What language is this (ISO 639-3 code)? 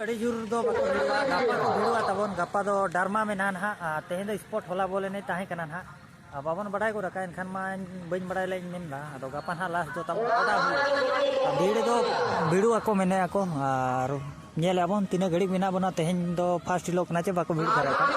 sat